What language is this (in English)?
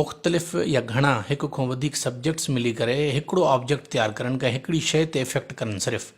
Sindhi